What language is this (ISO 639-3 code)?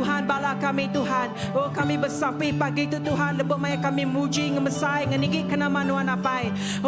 iba